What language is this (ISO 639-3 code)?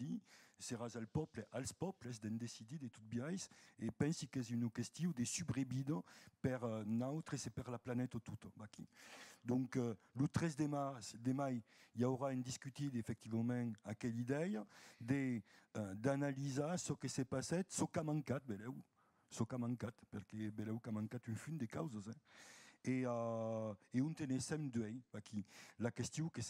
oci